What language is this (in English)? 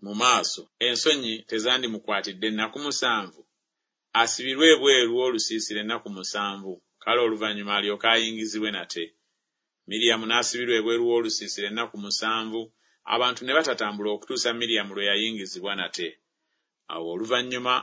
Ganda